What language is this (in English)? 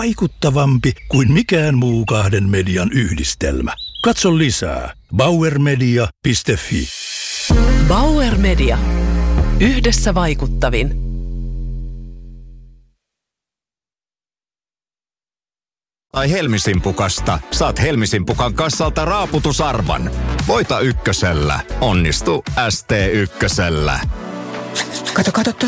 Finnish